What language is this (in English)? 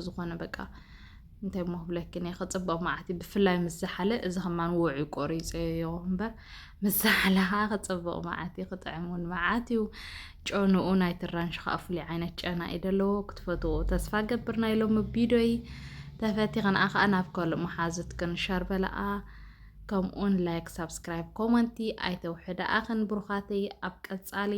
Tigrinya